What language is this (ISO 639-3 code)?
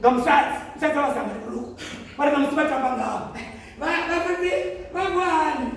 ven